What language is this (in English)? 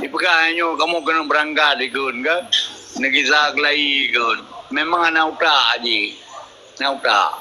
Achinese